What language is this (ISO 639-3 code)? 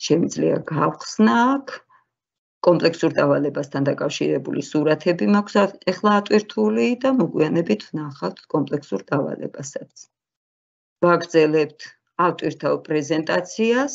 kat